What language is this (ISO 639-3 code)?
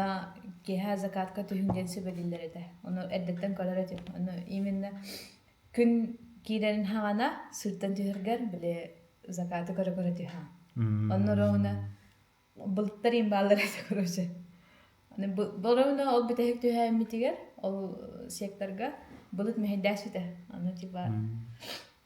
sah